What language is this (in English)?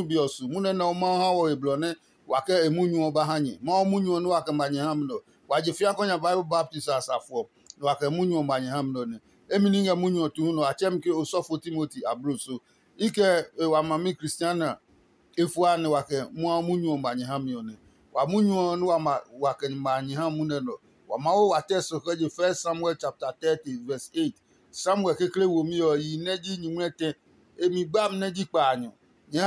Adangme